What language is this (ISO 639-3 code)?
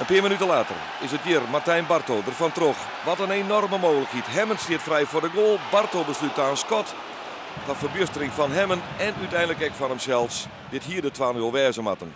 fry